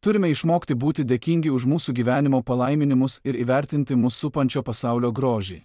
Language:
Lithuanian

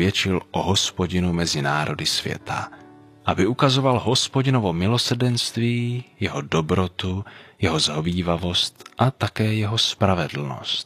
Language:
Czech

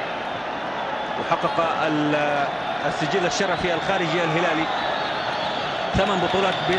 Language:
Arabic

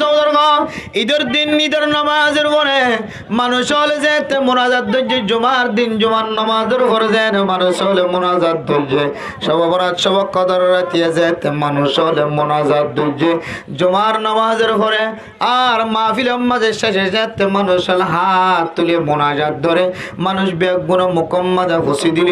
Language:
Rohingya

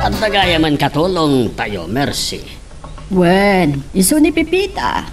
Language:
Iloko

